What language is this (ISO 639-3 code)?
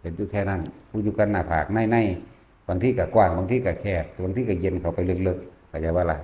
lao